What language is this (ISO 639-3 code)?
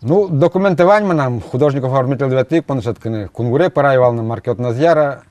udm